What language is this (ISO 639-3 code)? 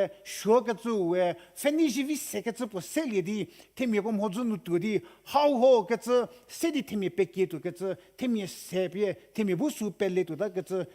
njm